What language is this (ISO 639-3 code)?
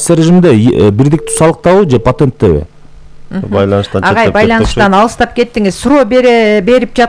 kir